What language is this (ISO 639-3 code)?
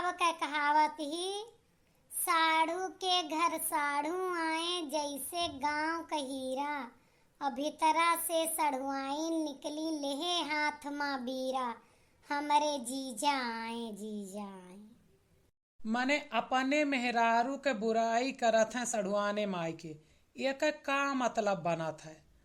awa